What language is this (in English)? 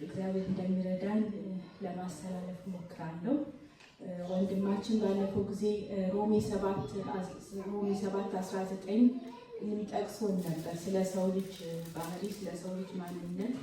Amharic